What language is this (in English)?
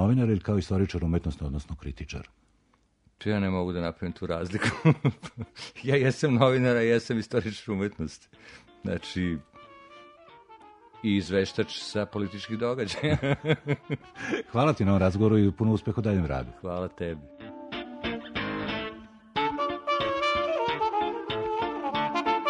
Serbian